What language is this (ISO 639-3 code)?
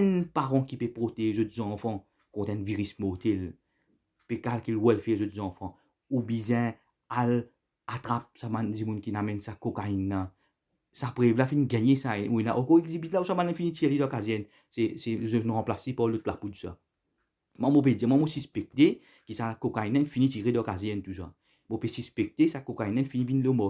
mfe